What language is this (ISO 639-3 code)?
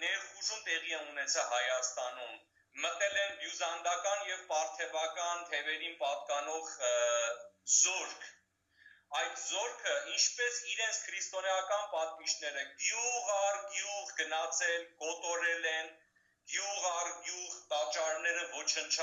hyw